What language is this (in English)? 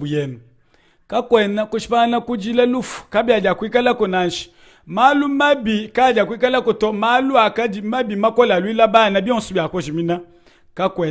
Luba-Lulua